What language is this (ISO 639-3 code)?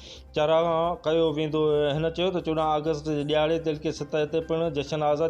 snd